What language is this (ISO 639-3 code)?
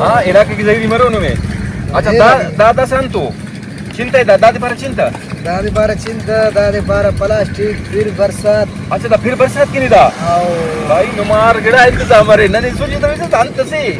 brh